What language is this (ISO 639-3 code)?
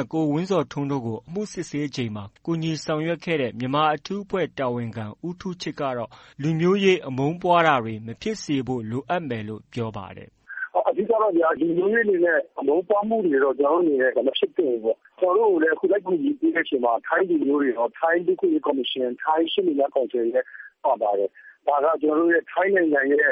mya